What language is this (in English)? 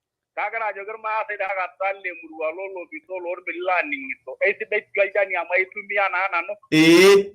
Masai